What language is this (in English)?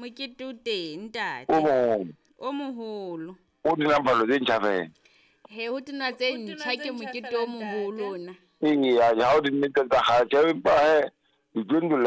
Southern Sotho